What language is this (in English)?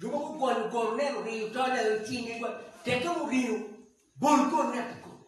Acoli